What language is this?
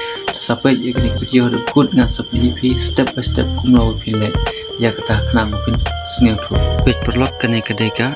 Khasi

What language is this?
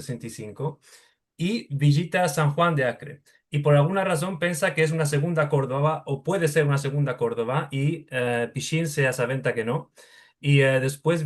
Ladino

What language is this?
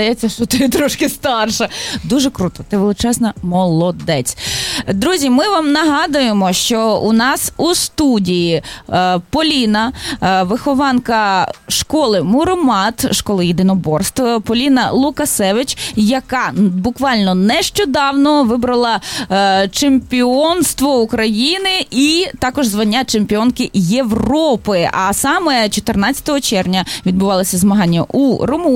Ukrainian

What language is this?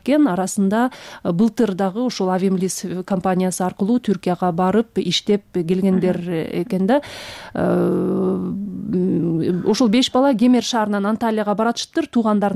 Kyrgyz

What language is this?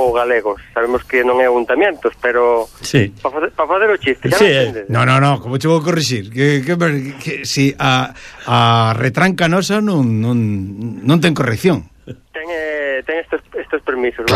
Galician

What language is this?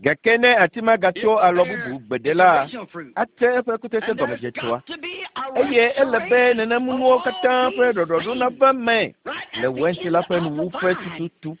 Ewe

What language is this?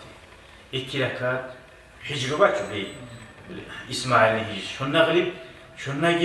Kumyk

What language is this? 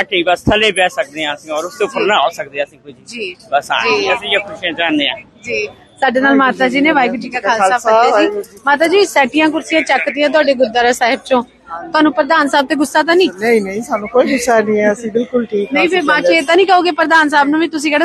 Punjabi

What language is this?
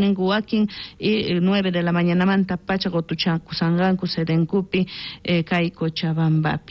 South Bolivian Quechua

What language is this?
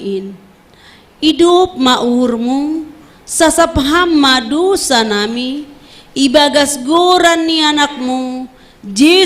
Batak Simalungun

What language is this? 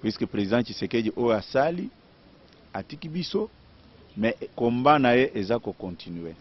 Lingala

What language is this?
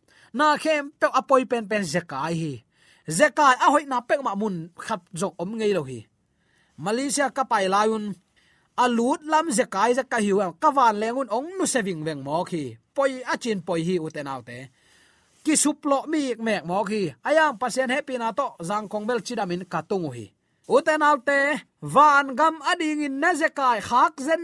Tedim Chin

